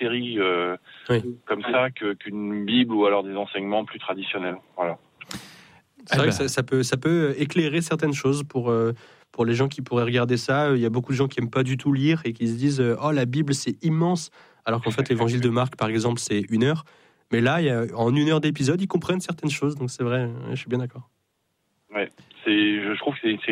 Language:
French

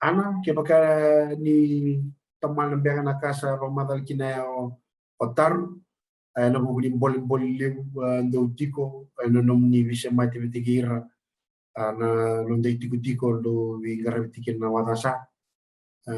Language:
Fijian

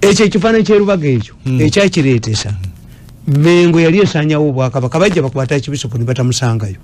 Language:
Ganda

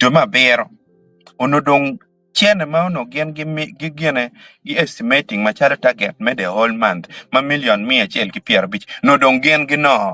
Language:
Acoli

